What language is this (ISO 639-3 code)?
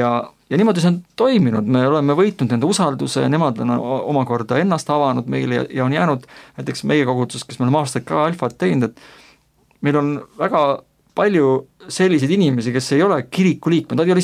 est